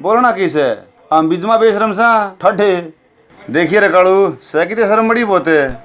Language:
Haryanvi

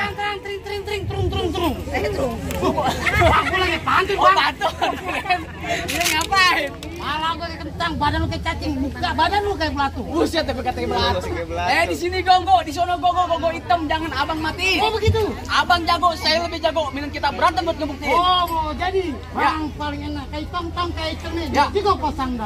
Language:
Betawi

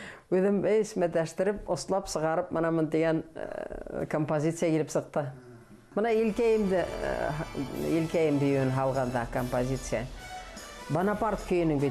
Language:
Bashkir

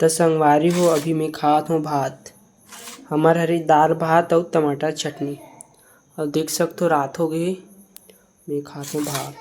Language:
Chhattisgarhi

